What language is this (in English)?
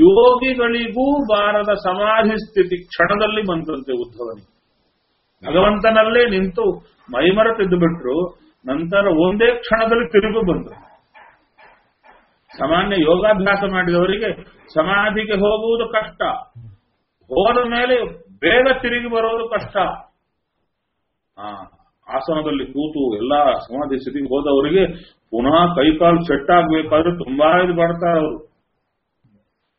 Kannada